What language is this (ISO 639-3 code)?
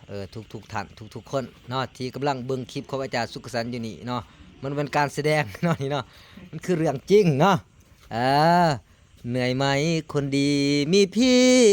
lao